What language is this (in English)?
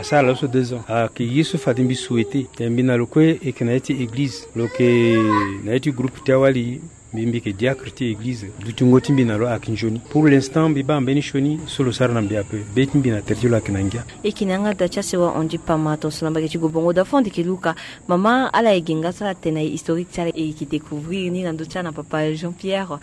Sango